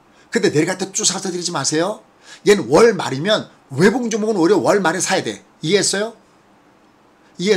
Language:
Korean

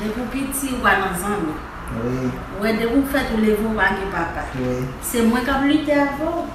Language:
Haitian Creole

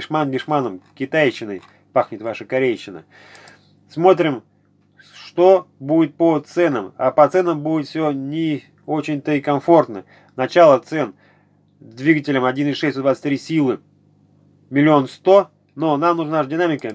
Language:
Russian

